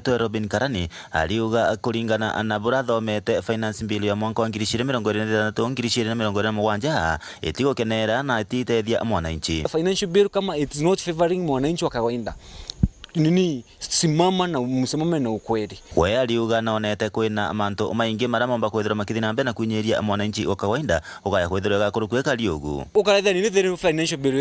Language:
Meru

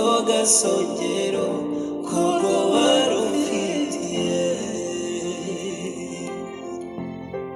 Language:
Kinyarwanda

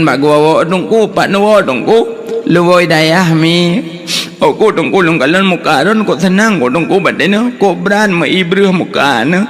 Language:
Achinese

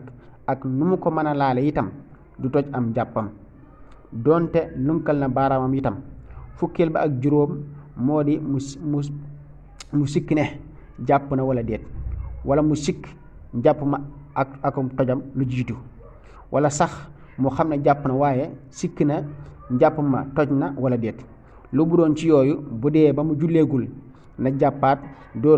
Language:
Wolof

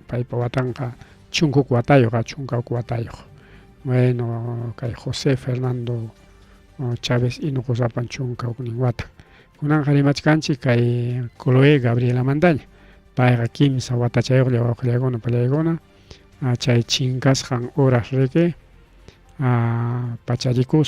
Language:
Ayacucho Quechua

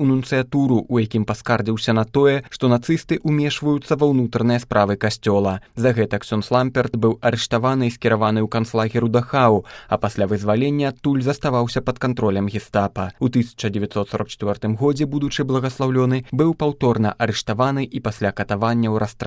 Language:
Belarusian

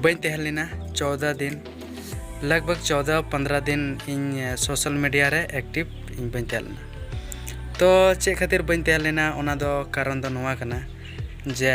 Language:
Santali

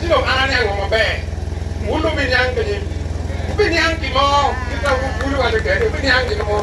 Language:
Acoli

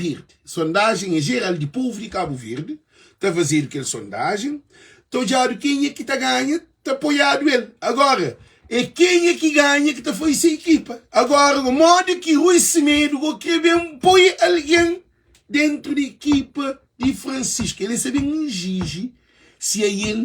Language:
Kabuverdianu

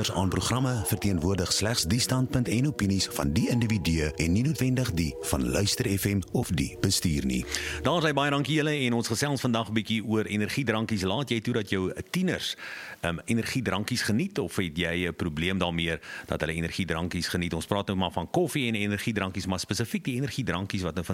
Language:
Afrikaans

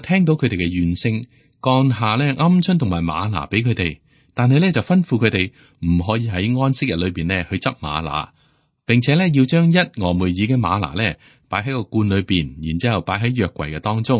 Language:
Cantonese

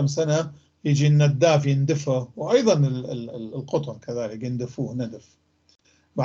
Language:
North Levantine Arabic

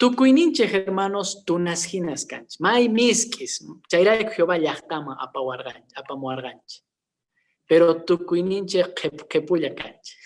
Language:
Quechua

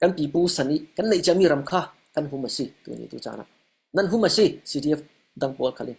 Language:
Falam Chin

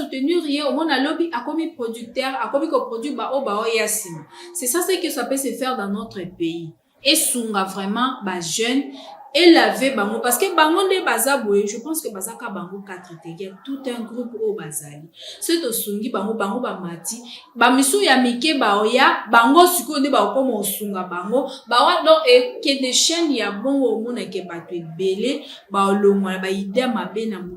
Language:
Lingala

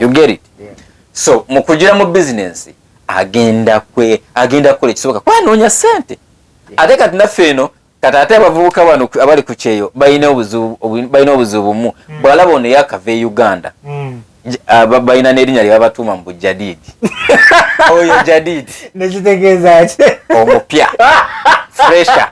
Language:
Ganda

